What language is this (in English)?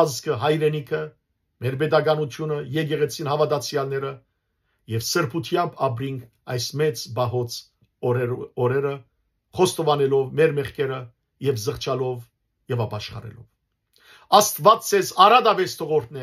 Western Armenian